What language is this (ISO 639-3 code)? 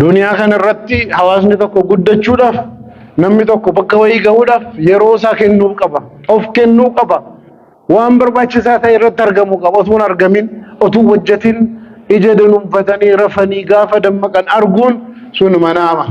orm